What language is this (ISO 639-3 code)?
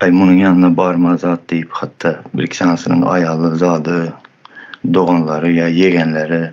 tuk